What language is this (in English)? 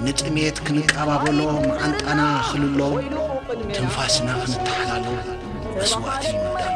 Tigrinya